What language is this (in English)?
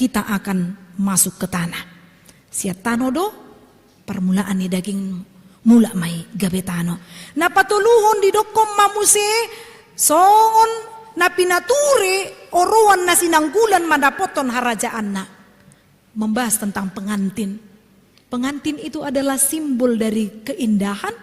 Batak Toba